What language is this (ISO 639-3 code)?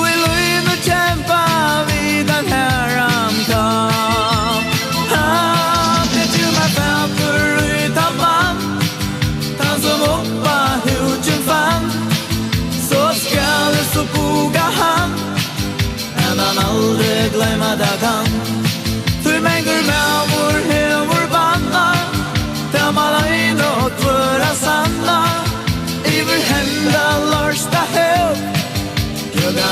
fao